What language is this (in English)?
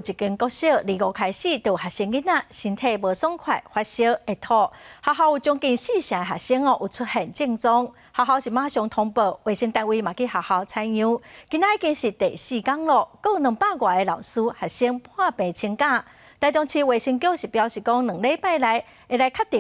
Min Nan Chinese